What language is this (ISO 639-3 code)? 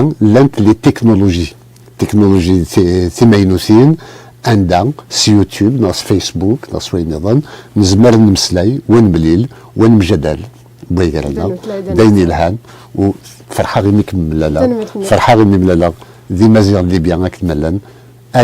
kab